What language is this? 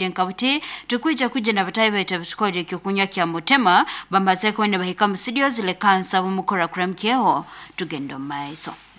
Nyankole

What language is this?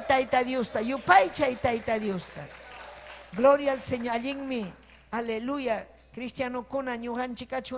Ayacucho Quechua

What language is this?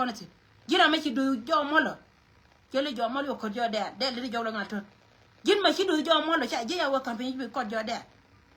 Nuer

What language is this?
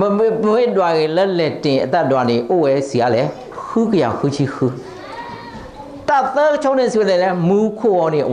S'gaw Karen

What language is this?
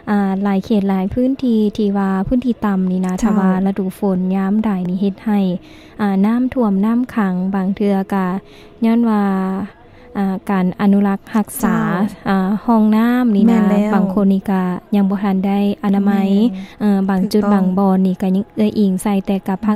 Lao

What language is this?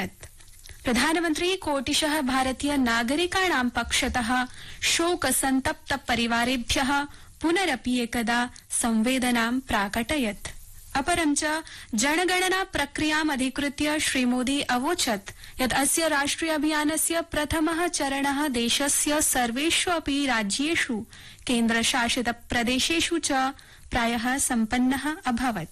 Sanskrit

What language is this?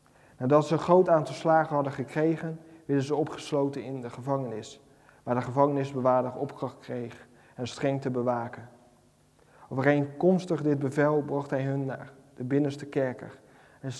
Dutch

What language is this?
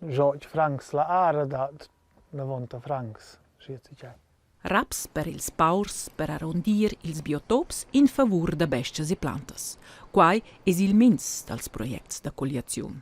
Romansh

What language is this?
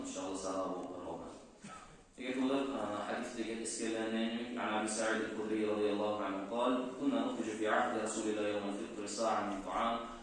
Kumyk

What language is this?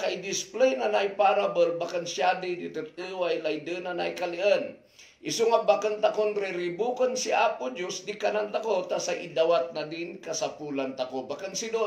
Kankanaey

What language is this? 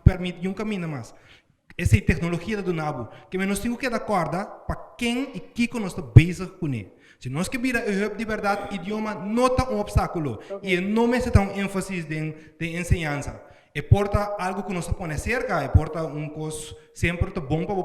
Papiamento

